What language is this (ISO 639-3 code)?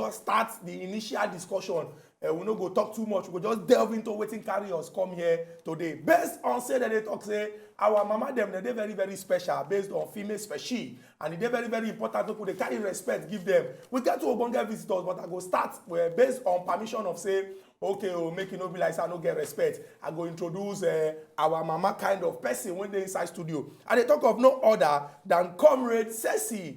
pcm